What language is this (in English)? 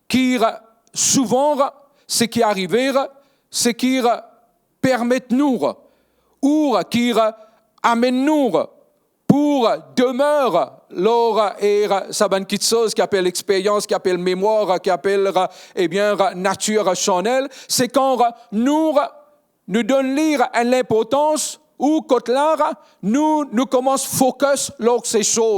Morisyen